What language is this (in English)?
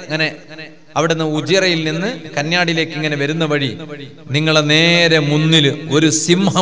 Malayalam